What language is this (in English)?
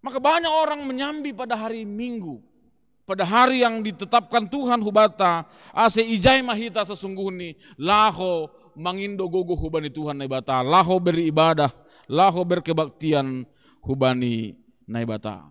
Batak Simalungun